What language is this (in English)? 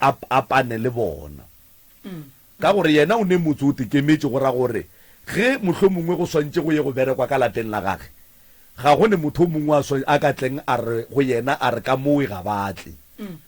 Northern Sotho